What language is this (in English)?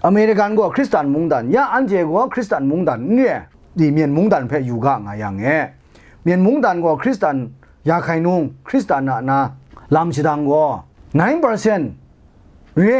Kachin